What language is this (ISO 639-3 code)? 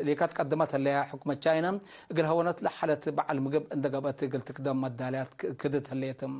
tig